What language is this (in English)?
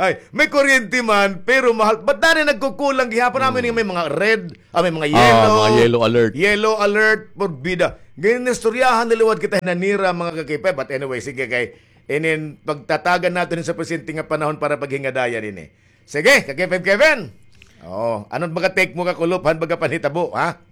Waray